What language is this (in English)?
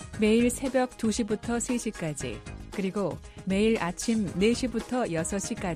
Korean